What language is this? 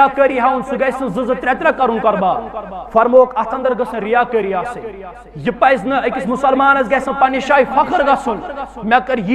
Kashmiri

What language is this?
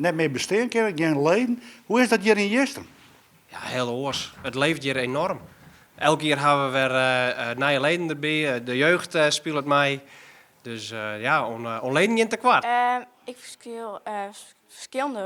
Western Frisian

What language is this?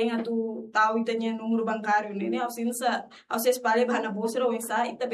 Tetum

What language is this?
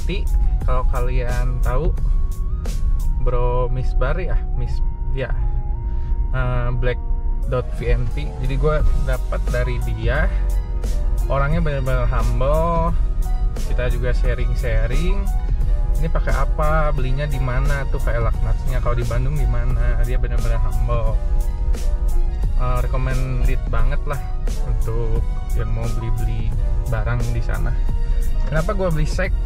Indonesian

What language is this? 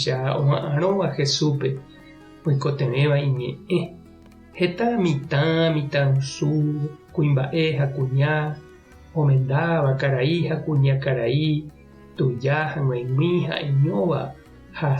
Guarani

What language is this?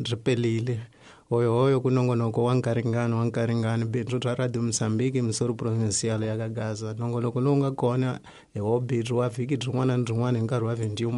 Tsonga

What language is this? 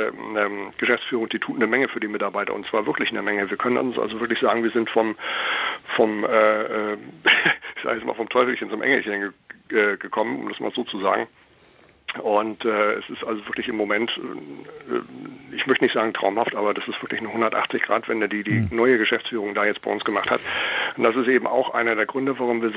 German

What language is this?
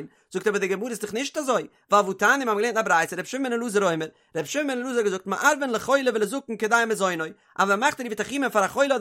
Yiddish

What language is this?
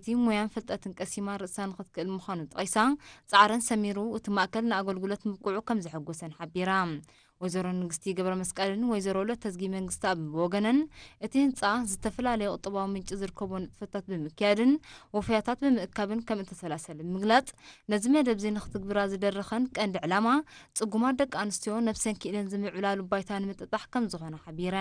Tigrinya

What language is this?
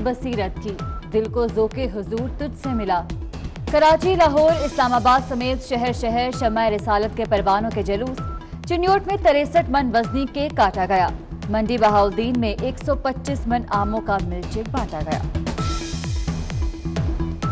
Urdu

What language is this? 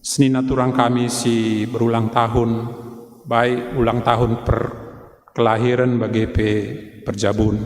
Batak Karo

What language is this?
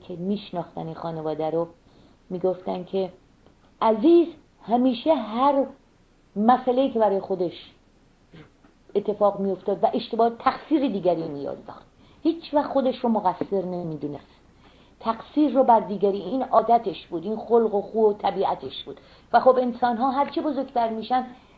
Persian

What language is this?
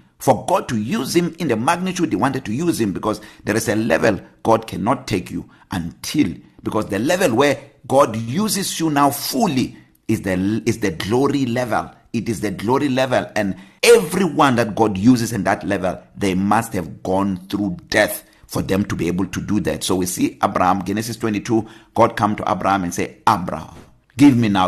English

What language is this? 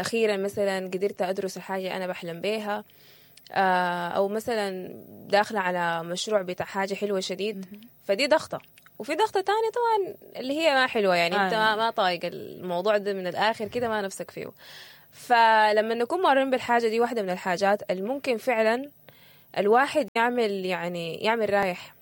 Sudanese Arabic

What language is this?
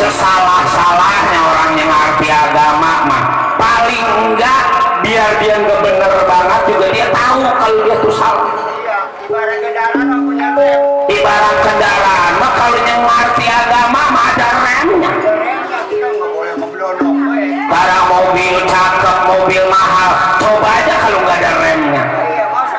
Betawi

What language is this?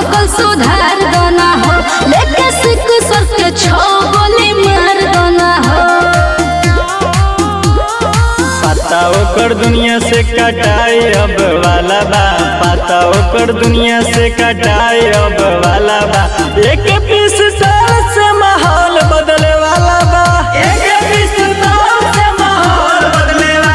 Bhojpuri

